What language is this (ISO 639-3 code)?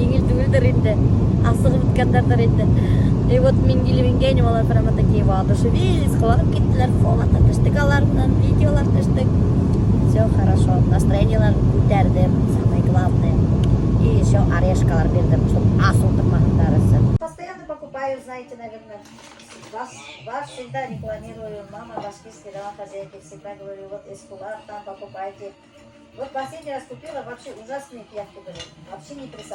bak